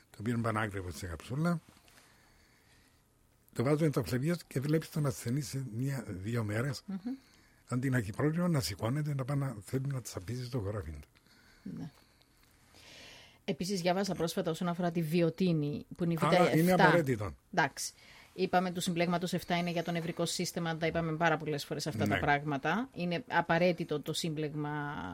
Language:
Greek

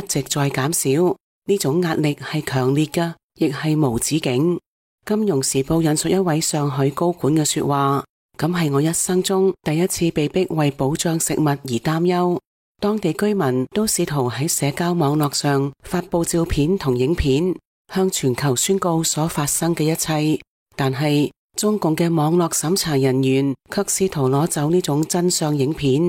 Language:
Cantonese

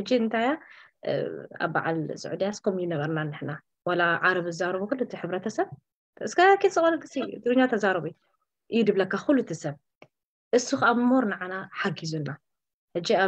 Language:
Tigrinya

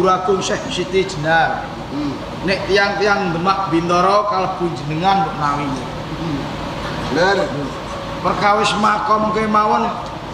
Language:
Javanese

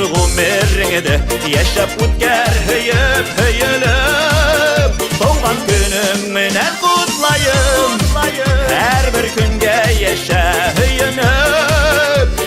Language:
Bashkir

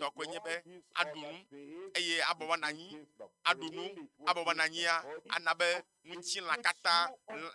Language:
Ewe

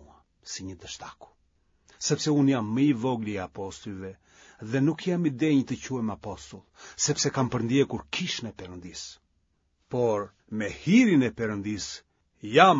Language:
Albanian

